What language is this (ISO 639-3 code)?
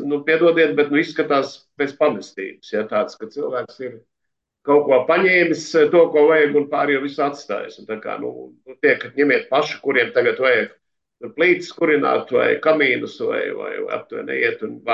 lav